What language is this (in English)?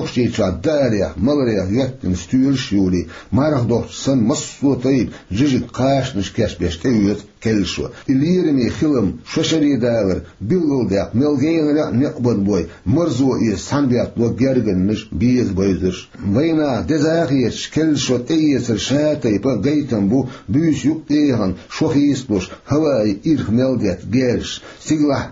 Chechen